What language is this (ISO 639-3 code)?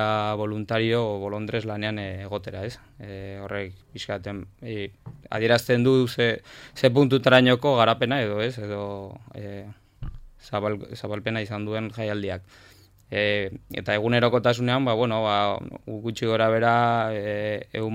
eus